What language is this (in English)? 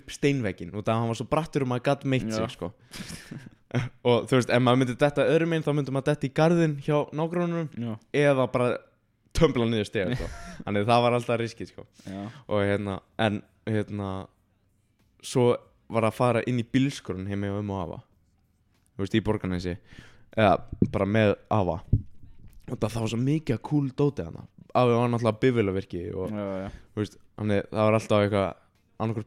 Icelandic